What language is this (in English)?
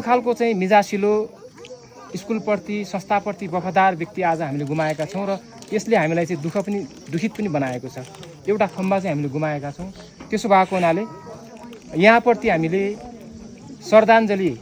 Nepali